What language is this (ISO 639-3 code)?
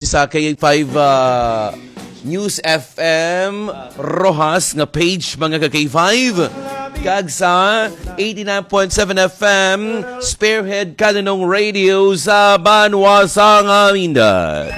hil